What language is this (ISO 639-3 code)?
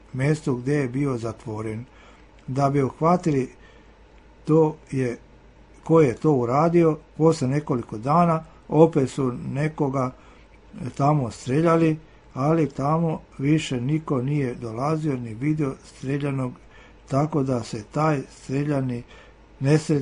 srp